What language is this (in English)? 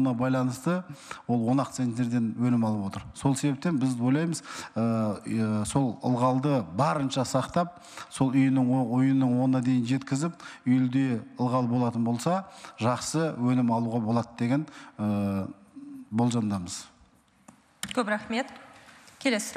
Kazakh